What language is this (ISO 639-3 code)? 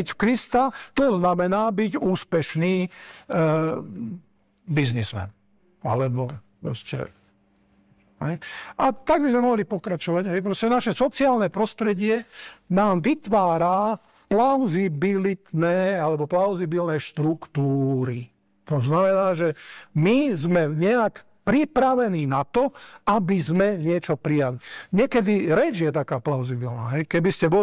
slk